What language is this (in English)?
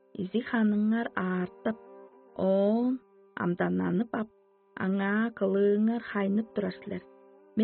Tuvinian